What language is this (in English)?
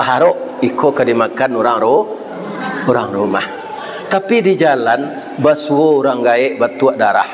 Minangkabau